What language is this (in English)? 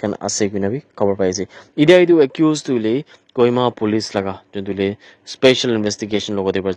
Naga Pidgin